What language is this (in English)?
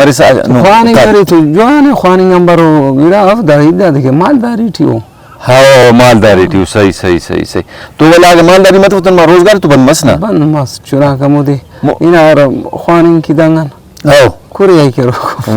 Brahui